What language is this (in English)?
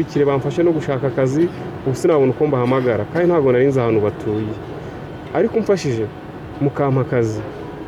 Kinyarwanda